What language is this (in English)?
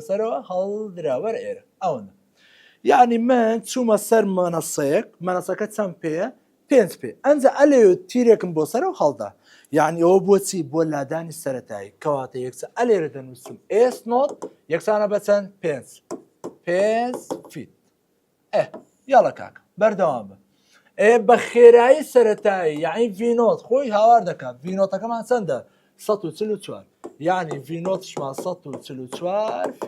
Central Kurdish